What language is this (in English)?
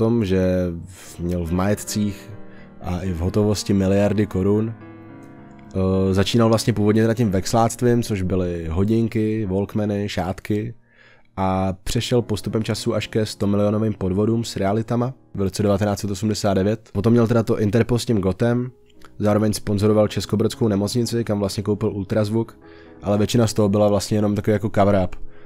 Czech